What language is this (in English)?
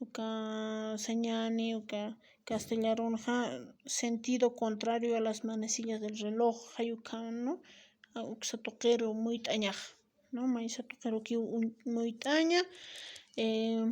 Aymara